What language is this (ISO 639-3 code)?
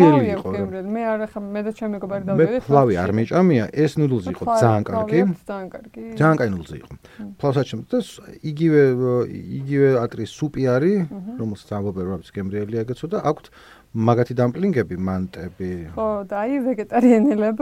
kat